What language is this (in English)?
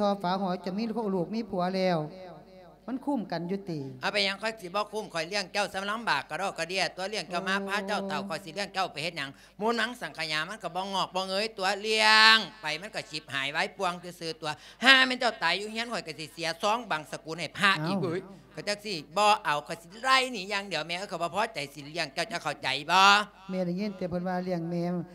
Lao